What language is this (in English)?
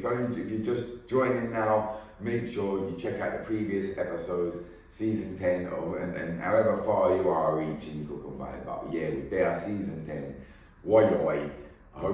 Jamaican Creole English